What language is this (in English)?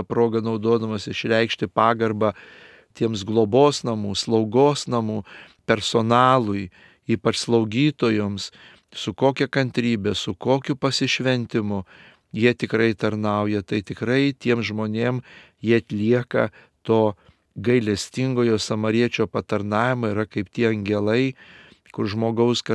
Lithuanian